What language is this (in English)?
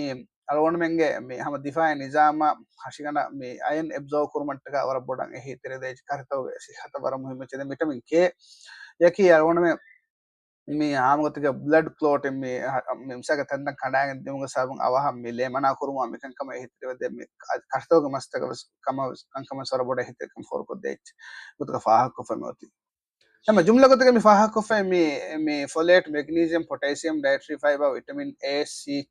Divehi